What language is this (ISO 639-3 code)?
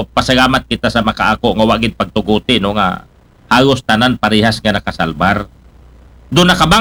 akl